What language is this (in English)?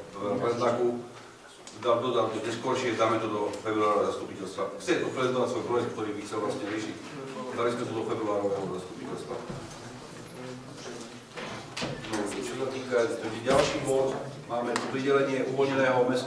Slovak